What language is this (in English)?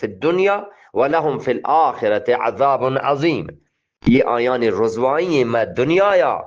Eastern Balochi